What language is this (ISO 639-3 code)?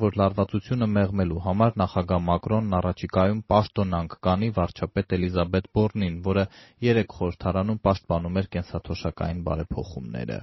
hye